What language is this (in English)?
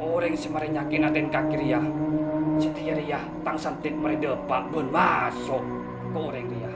Madurese